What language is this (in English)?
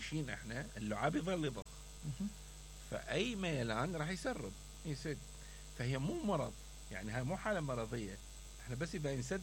Mesopotamian Arabic